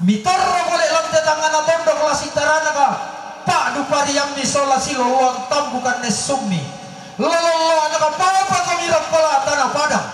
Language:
Toraja-Sa'dan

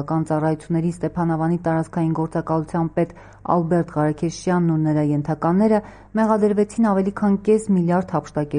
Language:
Armenian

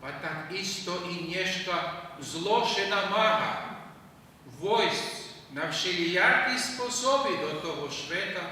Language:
Rusyn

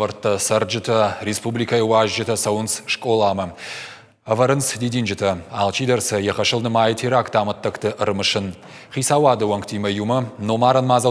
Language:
Ossetic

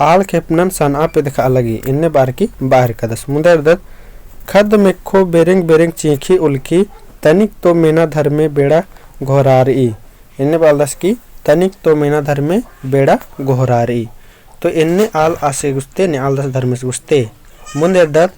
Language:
Kurukh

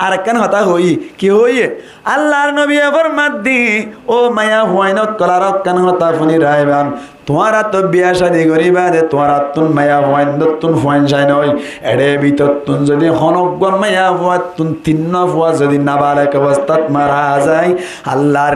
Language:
Rohingya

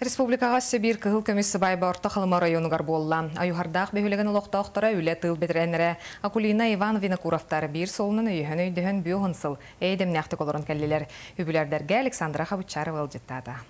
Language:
Yakut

